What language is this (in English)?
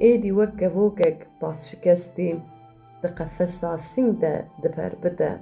Kurdish